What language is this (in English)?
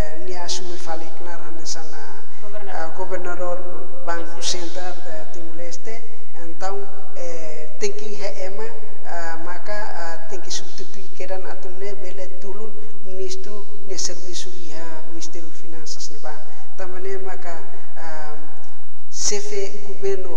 Tetum